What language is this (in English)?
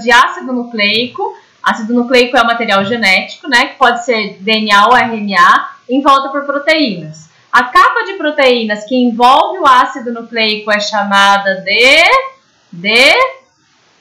Portuguese